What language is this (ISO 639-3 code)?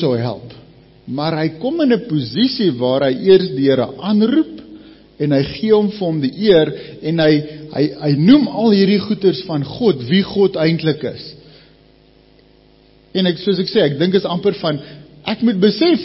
afr